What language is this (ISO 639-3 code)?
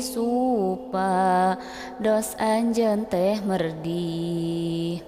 sun